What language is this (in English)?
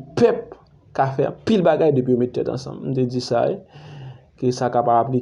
Haitian Creole